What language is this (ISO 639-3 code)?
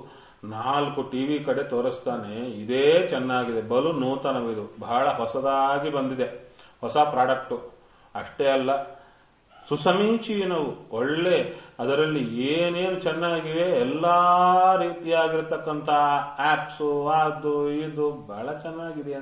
kan